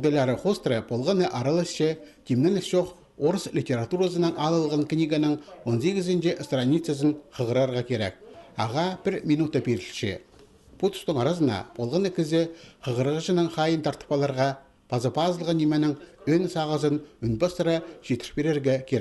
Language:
Khakas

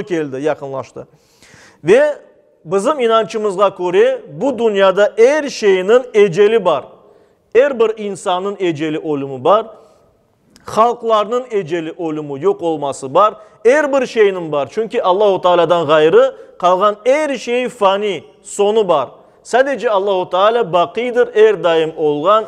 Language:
Crimean Tatar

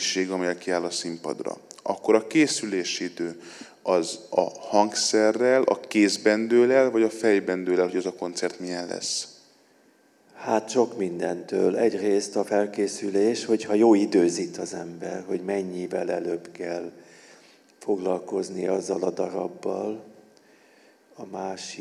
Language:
Hungarian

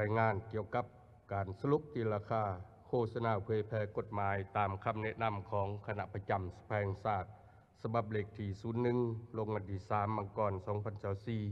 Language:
Lao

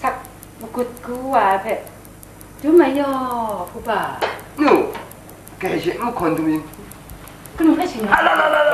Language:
Kachin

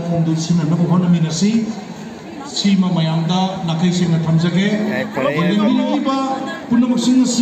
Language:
Manipuri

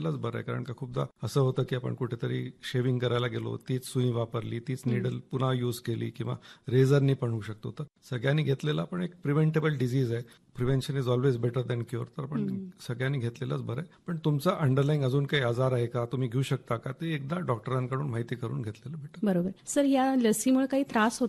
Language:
Marathi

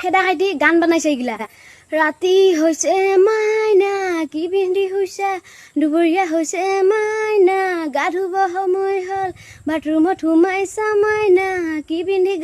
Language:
Assamese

